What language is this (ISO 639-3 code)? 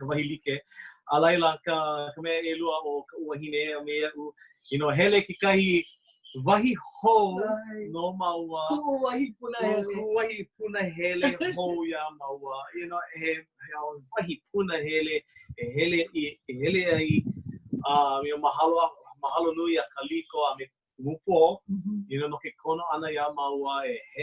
haw